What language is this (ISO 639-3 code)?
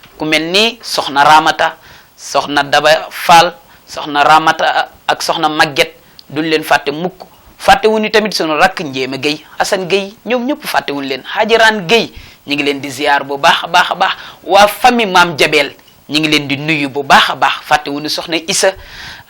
wol